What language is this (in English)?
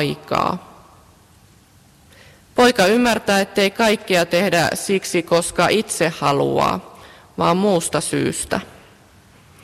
Finnish